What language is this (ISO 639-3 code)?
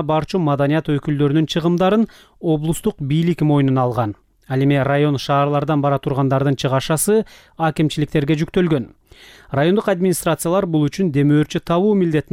kir